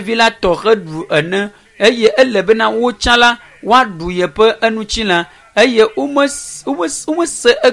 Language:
Ewe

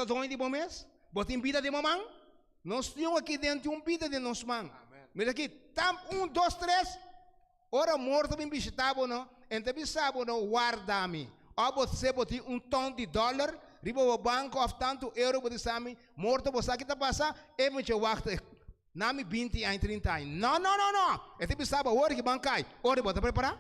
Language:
Papiamento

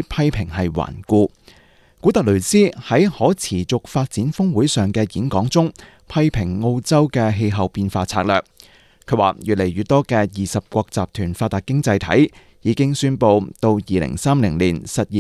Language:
Cantonese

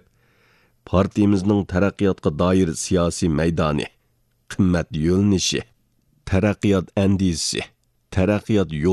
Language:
Uyghur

